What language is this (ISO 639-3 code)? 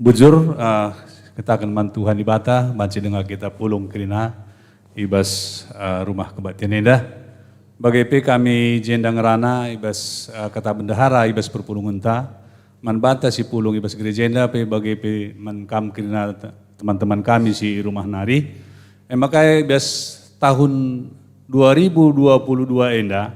btx